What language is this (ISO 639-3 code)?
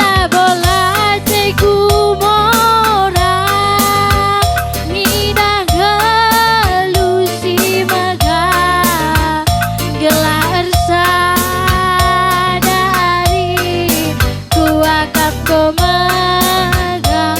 btx